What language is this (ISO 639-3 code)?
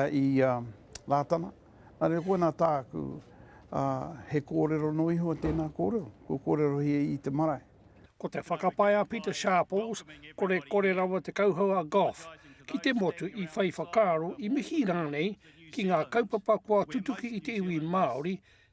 mri